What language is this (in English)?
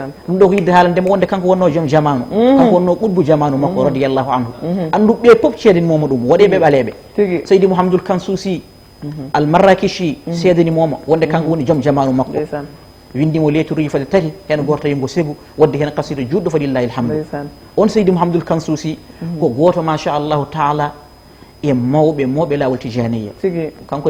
Fula